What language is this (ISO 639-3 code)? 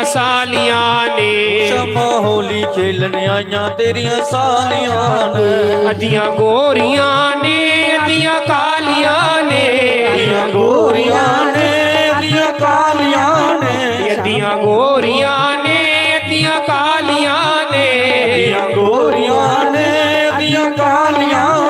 doi